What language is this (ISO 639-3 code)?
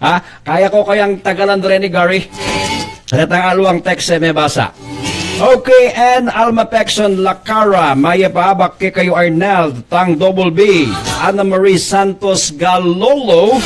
pam